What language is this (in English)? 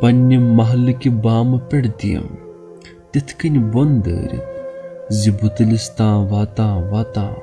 Kashmiri